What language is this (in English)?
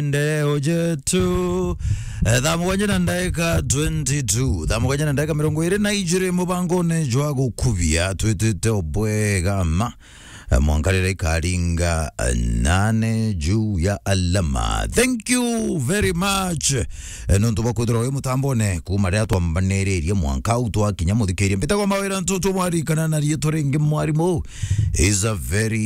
Meru